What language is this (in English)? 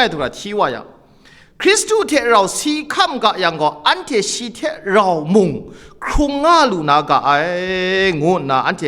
Kachin